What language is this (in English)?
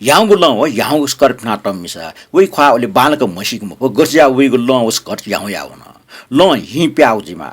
Newari